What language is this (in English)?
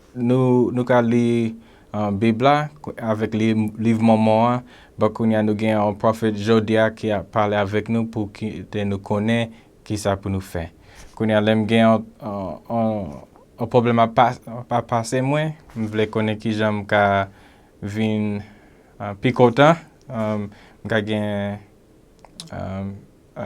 Haitian Creole